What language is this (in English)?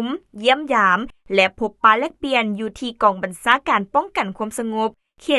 Lao